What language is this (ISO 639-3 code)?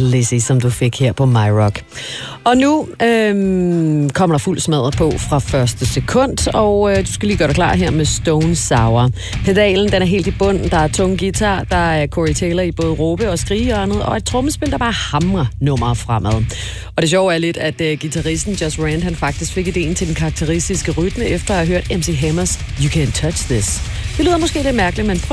dan